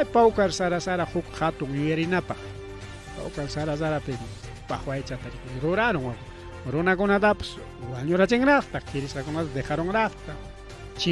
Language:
Ayacucho Quechua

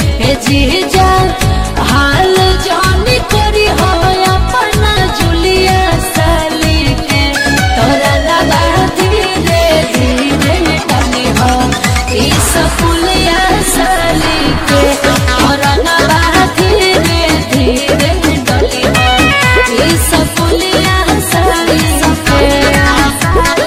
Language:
Bhojpuri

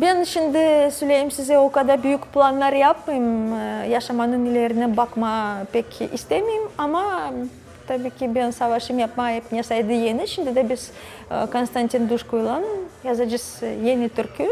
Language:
Gagauz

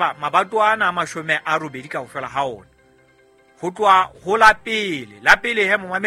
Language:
Southern Sotho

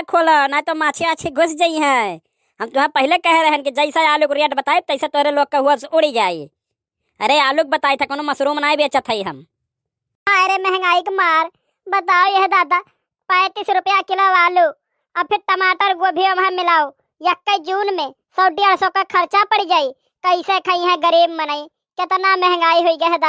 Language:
Awadhi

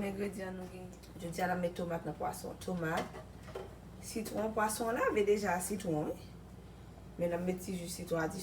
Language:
Haitian Creole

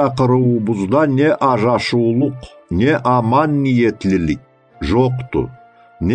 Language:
Karachay-Balkar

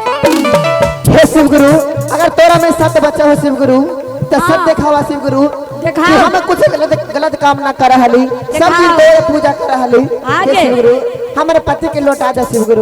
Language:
Magahi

